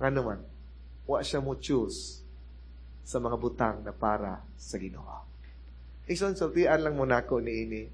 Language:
Cebuano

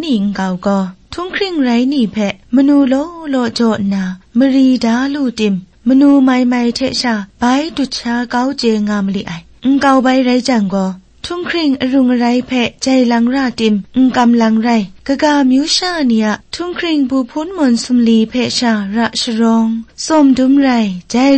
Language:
Kachin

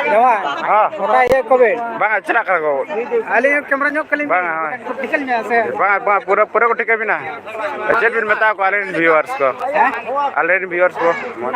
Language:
Santali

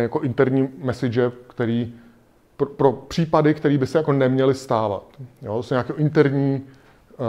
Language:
Czech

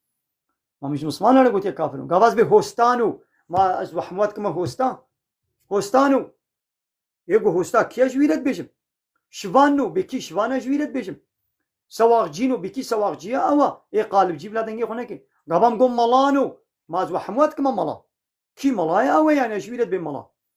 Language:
Kurdish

